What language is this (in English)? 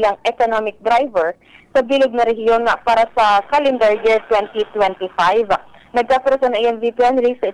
Bikol